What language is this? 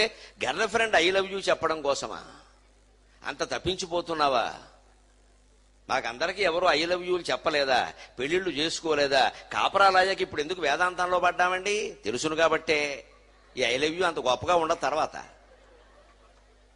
Telugu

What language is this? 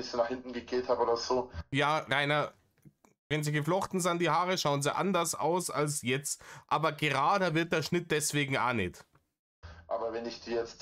Bavarian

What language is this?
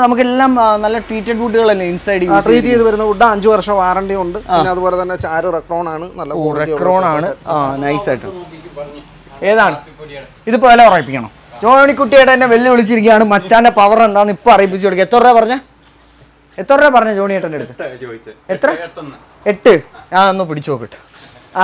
Malayalam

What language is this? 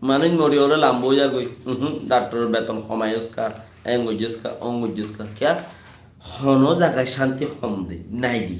Rohingya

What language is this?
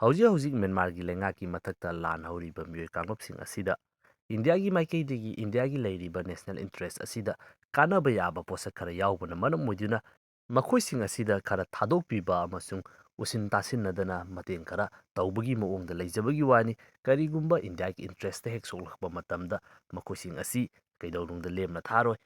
Manipuri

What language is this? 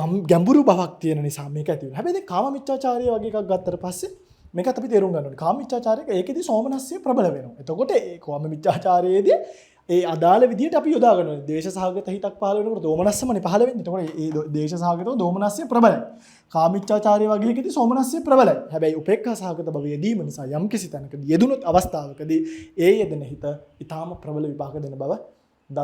Sinhala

